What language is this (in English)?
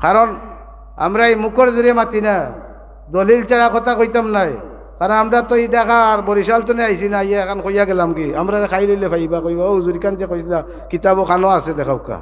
Sylheti